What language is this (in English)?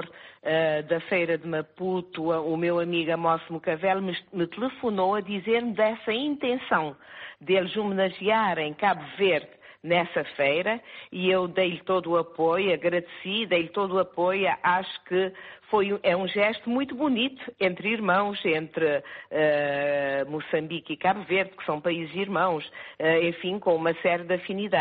Portuguese